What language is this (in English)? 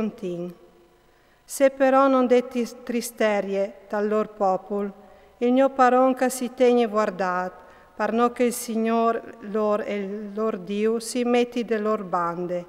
Friulian